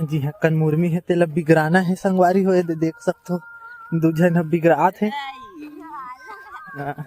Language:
Chhattisgarhi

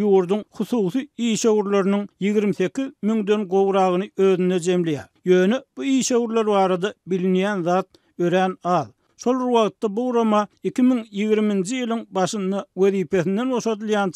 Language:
Turkmen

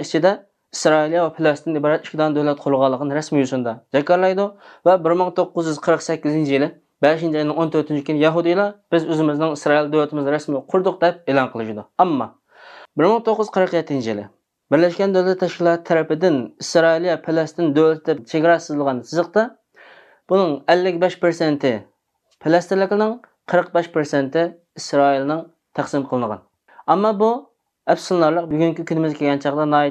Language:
Uyghur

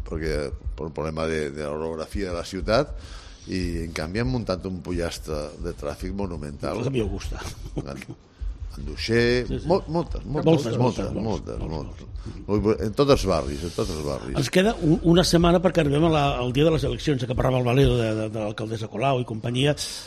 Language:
Catalan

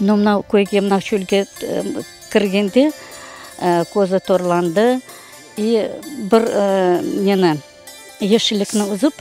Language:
Crimean Tatar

